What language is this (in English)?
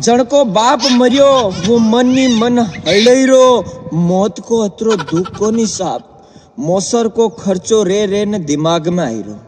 Rajasthani